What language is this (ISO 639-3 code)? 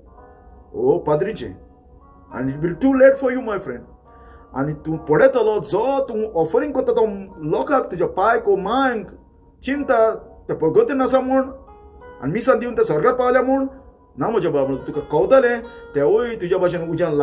kok